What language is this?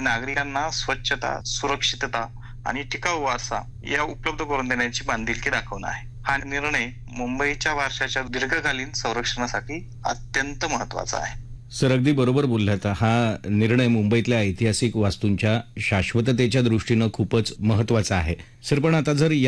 Marathi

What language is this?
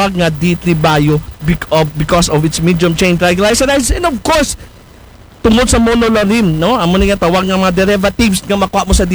Aklanon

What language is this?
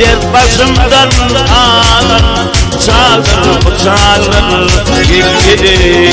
Turkmen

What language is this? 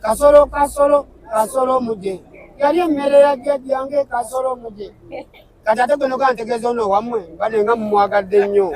Ganda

